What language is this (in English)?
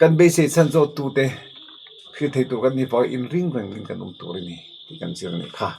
Mizo